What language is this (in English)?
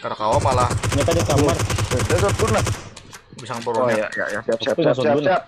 Banjar